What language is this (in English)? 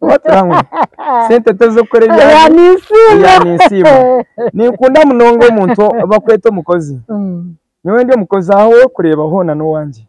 Nyankole